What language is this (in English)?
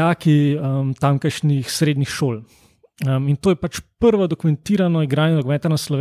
Slovenian